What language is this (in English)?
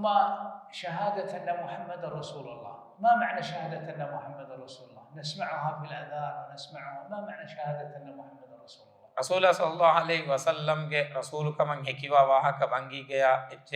Divehi